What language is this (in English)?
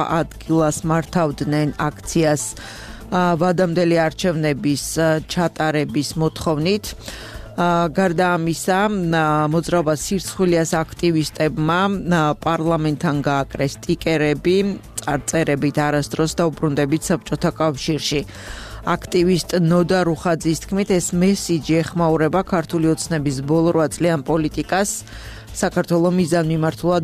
Georgian